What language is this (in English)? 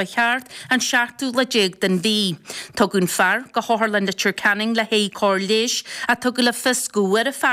Irish